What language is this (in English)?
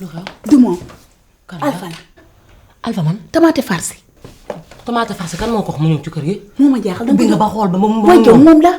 Wolof